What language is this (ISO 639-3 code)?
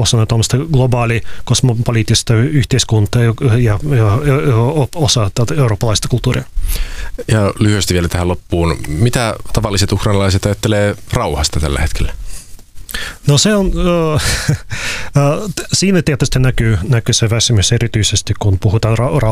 fin